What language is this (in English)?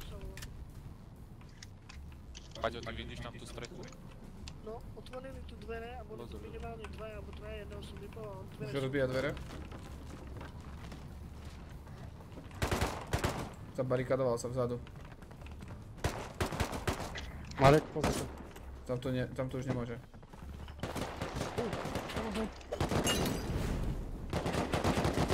Slovak